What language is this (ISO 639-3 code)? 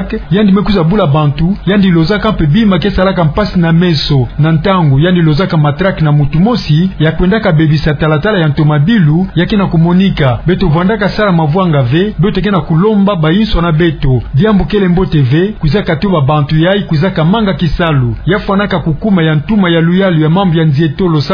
ktu